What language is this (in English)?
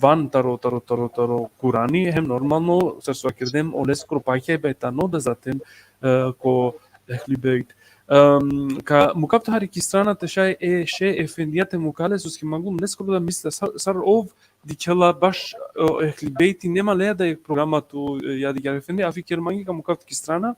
Balkan Romani